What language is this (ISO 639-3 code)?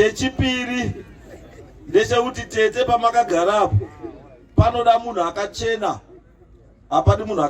sna